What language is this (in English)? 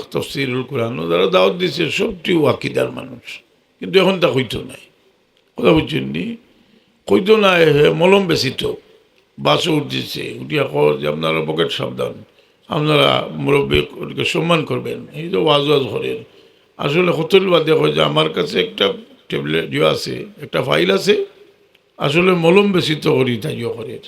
Sylheti